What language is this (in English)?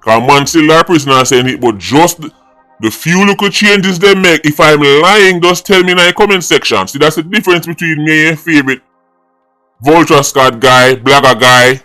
Jamaican Creole English